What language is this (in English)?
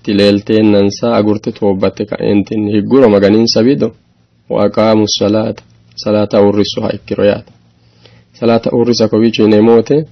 Sidamo